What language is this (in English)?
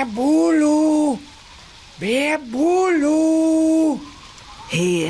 Western Frisian